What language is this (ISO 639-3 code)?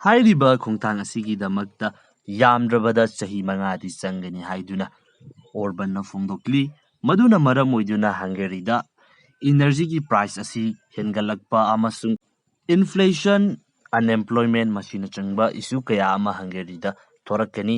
mni